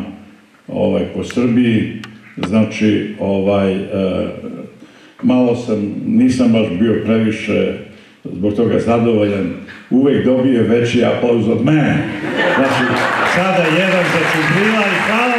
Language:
Serbian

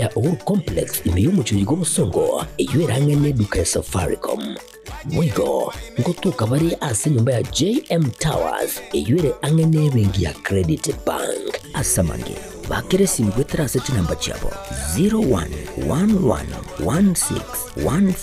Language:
Gusii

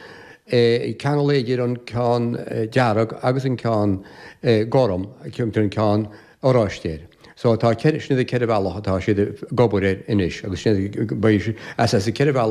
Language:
Irish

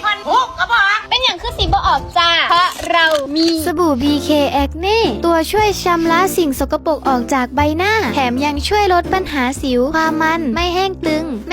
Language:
Northeastern Thai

